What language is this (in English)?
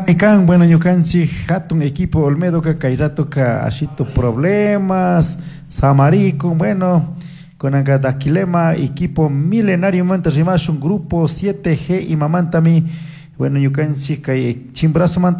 Chimborazo Highland Quichua